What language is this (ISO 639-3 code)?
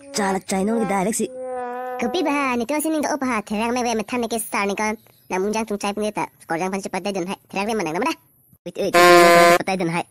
mjw